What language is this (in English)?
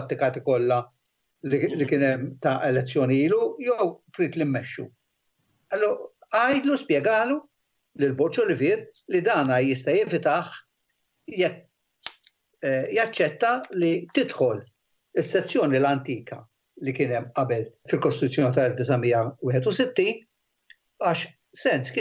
Maltese